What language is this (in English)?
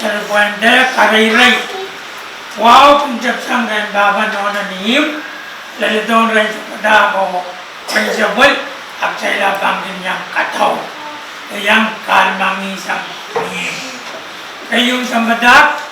Pohnpeian